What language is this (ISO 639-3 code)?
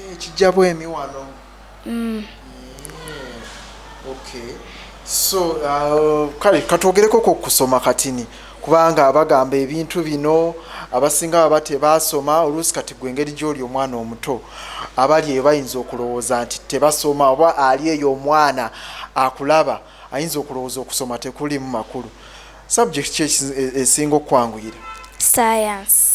lug